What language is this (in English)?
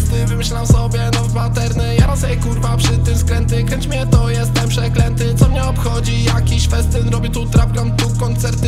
Polish